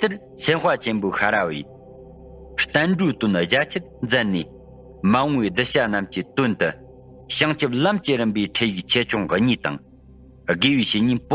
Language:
Tibetan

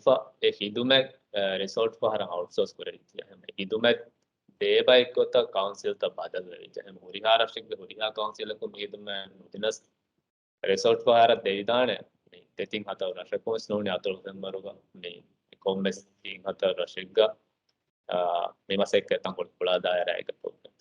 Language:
Divehi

